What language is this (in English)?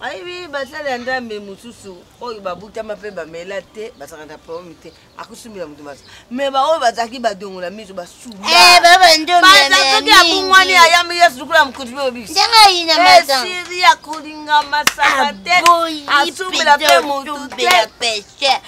Lingala